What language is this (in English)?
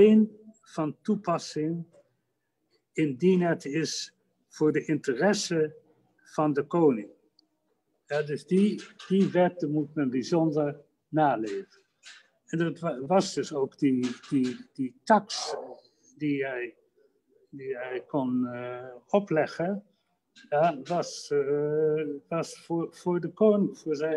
Dutch